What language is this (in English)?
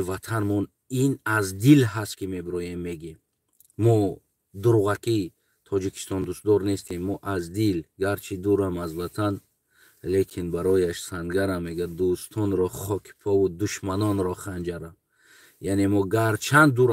Tajik